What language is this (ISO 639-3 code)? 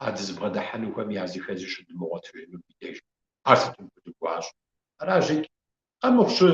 kbd